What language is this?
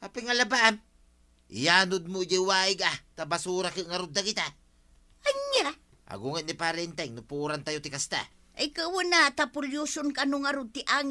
Iloko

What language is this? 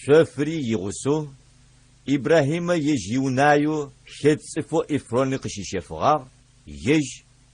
Adyghe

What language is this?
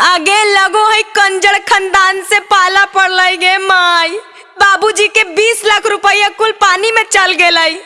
Magahi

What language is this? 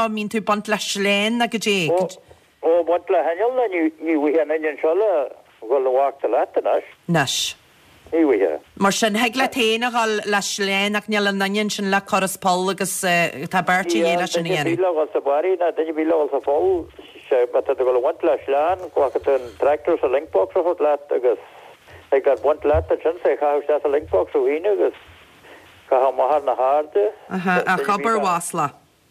Irish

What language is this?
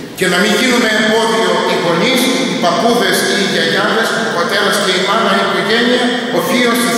Greek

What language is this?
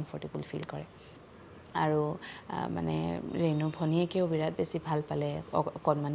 Assamese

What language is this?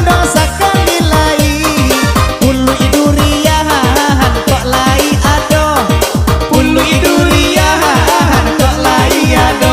Minangkabau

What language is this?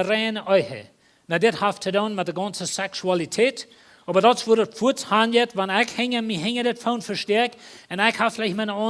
Plautdietsch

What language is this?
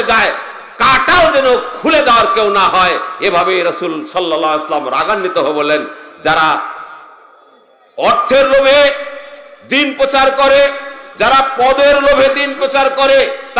Bangla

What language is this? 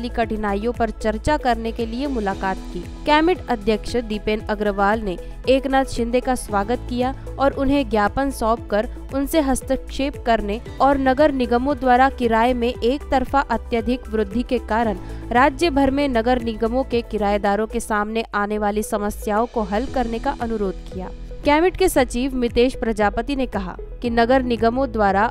Hindi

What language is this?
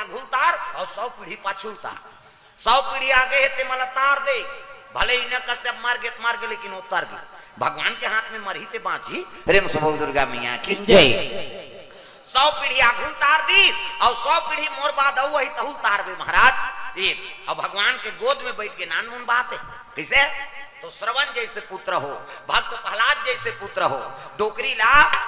Chhattisgarhi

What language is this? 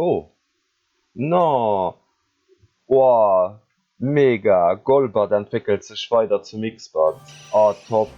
Luxembourgish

